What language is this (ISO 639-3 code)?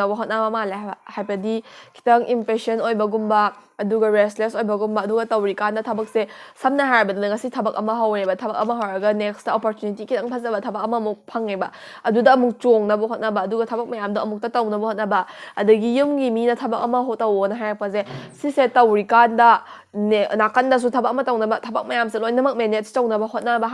mni